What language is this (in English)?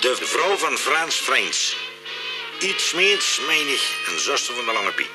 Limburgish